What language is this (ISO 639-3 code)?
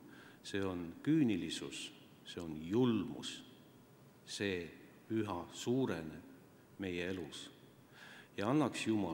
est